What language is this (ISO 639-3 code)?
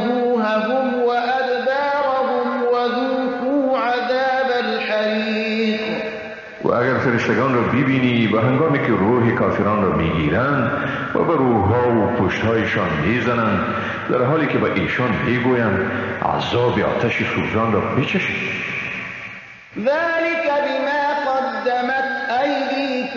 fas